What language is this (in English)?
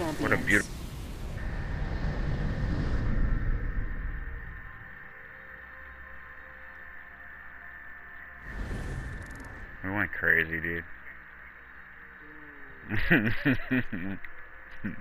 English